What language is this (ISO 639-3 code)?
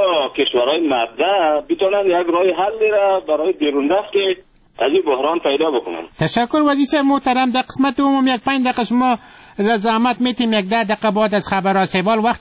fas